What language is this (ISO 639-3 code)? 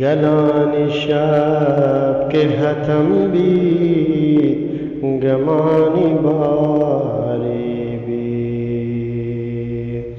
bgp